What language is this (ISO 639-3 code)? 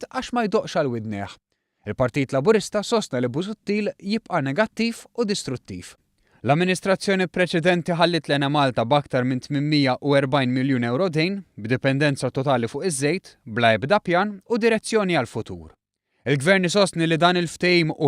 mlt